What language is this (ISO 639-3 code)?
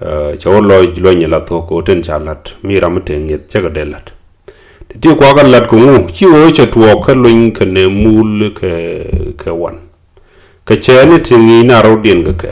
nus